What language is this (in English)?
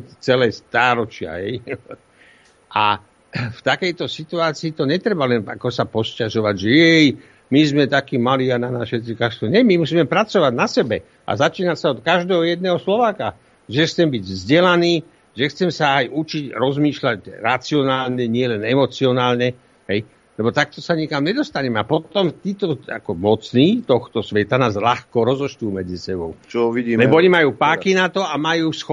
Slovak